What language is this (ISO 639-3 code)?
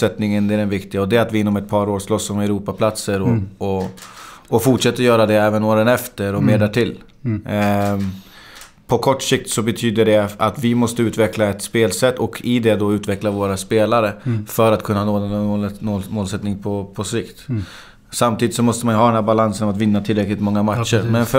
swe